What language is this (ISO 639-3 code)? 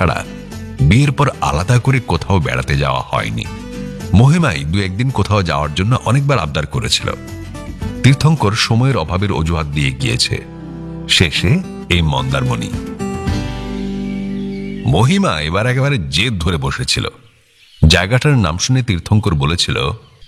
ben